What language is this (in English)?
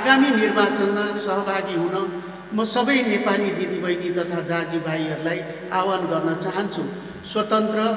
Nepali